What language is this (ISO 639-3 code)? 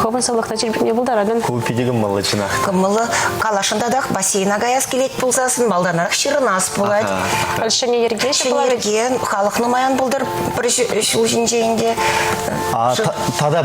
chv